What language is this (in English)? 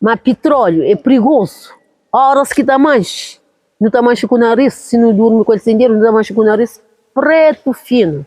Kabuverdianu